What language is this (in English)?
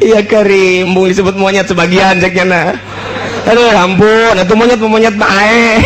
Sundanese